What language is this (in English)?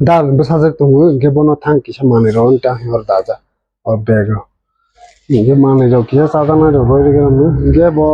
Kok Borok